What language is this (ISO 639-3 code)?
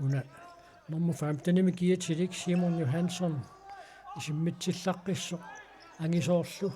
kal